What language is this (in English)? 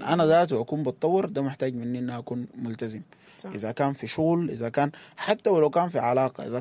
Sudanese Arabic